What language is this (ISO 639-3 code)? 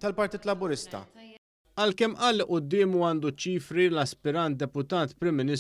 mlt